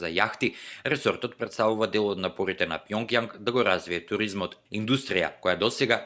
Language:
Macedonian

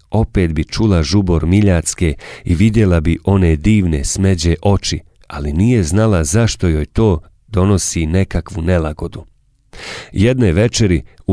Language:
Bosnian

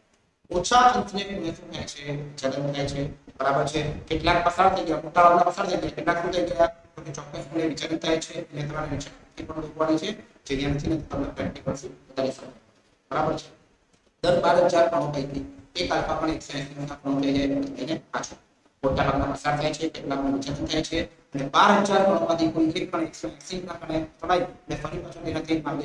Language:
Gujarati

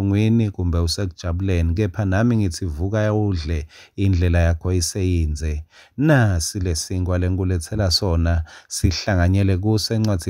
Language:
Swati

